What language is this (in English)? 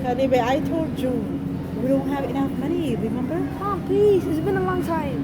Tigrinya